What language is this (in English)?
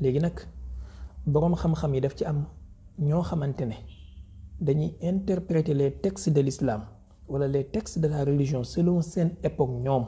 Wolof